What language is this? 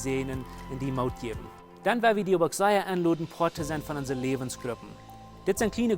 Plautdietsch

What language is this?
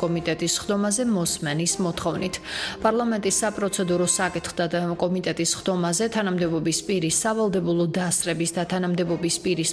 Georgian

